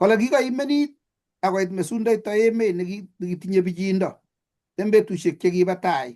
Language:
Kalenjin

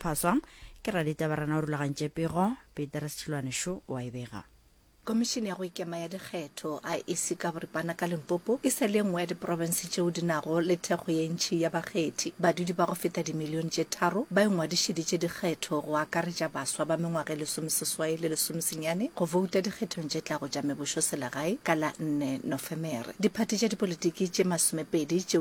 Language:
Northern Sotho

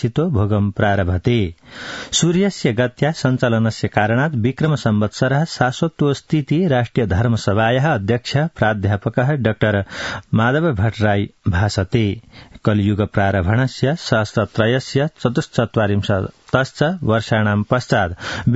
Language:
Sanskrit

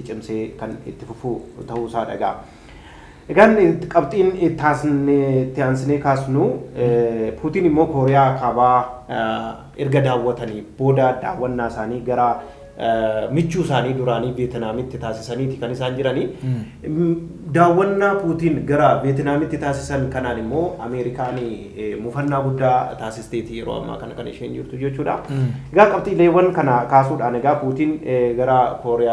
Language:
Oromo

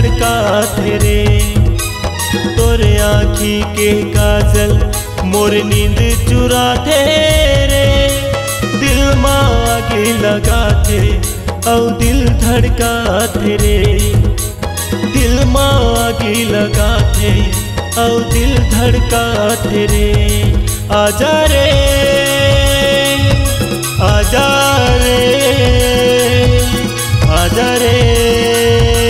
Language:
Chhattisgarhi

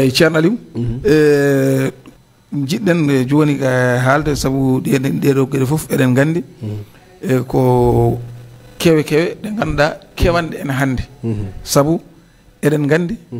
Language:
Fula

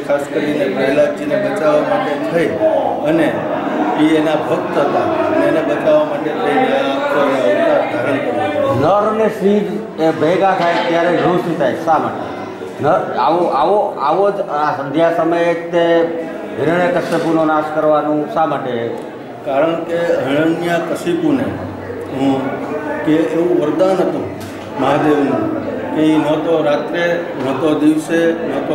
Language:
Gujarati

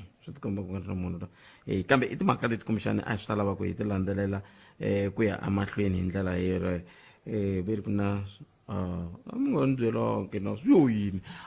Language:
Tsonga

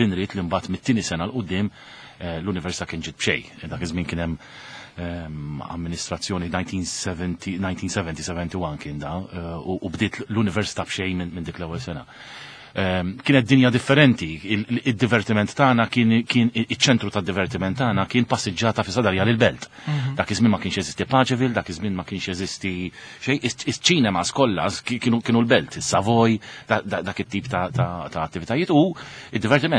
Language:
Maltese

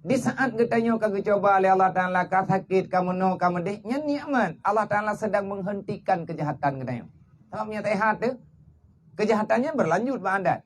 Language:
Achinese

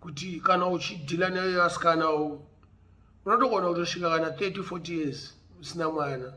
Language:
Shona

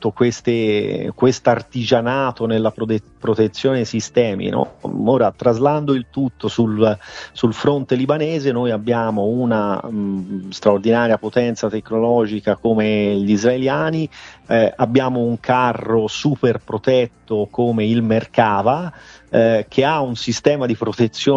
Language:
Italian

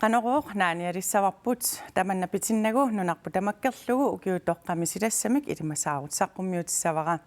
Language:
Kalaallisut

